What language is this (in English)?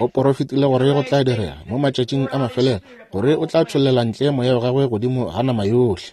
Northern Sotho